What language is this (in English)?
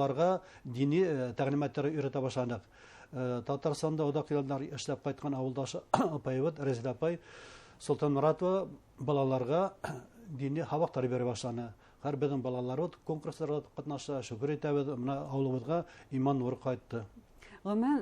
Bashkir